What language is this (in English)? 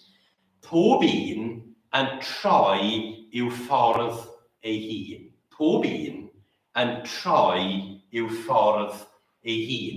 Welsh